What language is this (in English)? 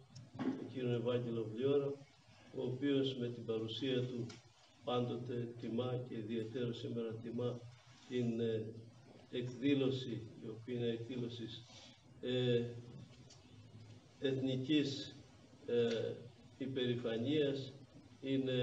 Greek